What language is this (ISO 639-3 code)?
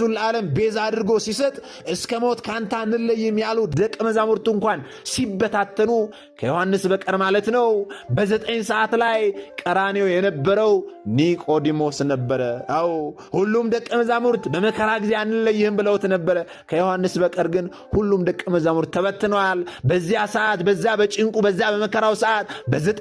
amh